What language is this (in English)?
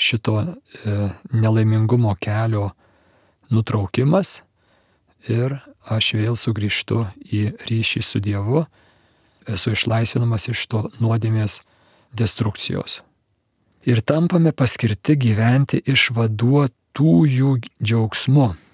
Lithuanian